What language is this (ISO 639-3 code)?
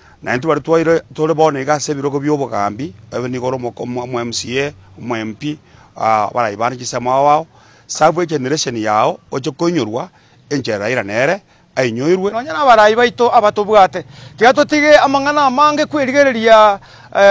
guz